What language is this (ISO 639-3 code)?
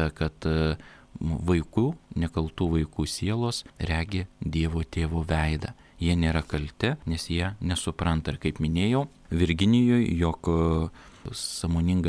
lit